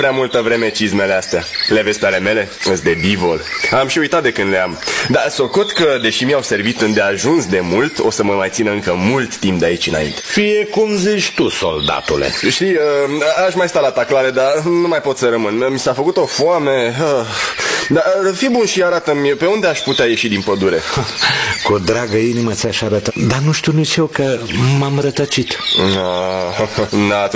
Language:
Romanian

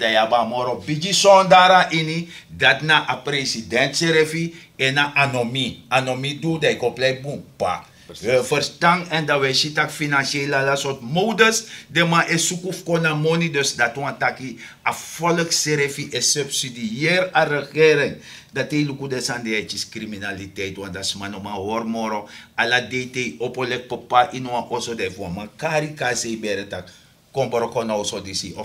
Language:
Sranan Tongo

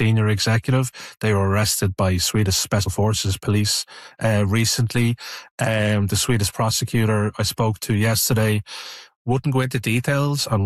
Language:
English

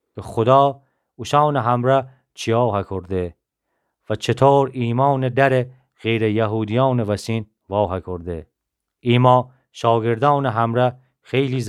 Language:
Gilaki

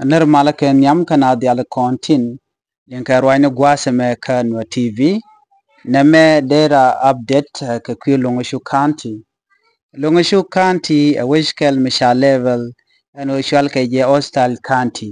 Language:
Nuer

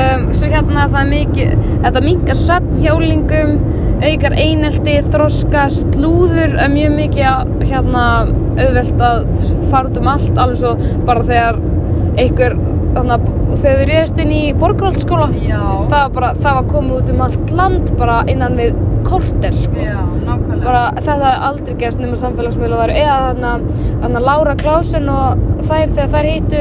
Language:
Icelandic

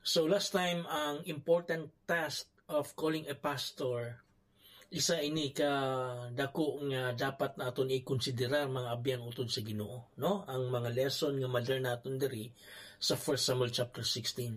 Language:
Hiligaynon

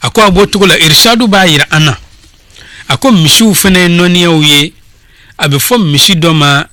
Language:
Bambara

